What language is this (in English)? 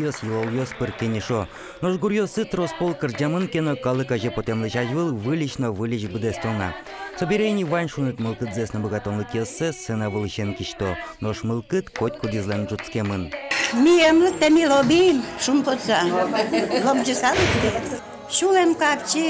Udmurt